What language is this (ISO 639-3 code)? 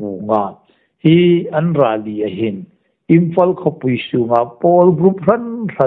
hmr